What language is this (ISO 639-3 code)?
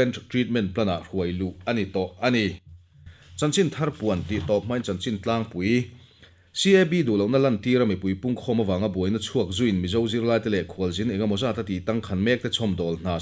lus